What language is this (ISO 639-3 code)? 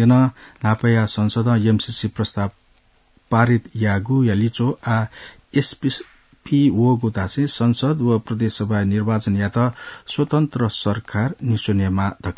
new